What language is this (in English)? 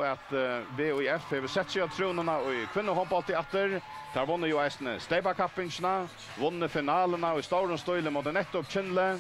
Faroese